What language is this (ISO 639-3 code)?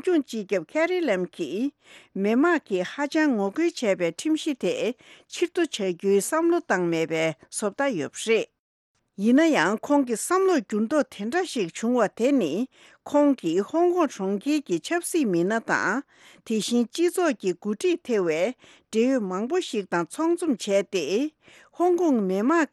bod